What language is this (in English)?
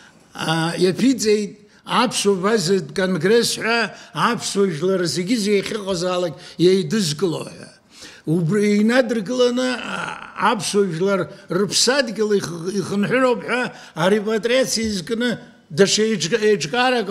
Abkhazian